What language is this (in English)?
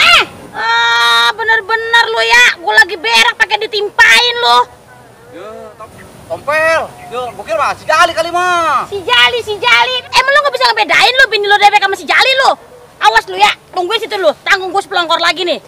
Betawi